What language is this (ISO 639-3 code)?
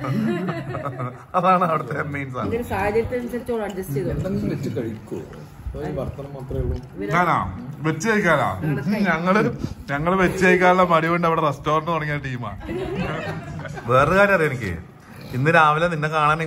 mal